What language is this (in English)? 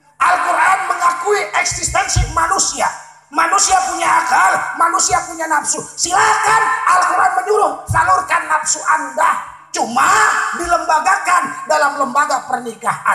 Indonesian